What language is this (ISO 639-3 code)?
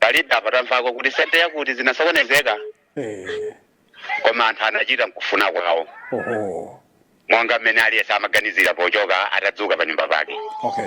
nya